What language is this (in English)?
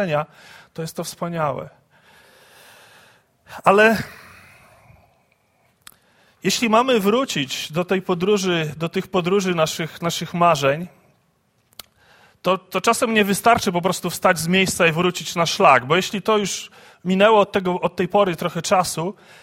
Polish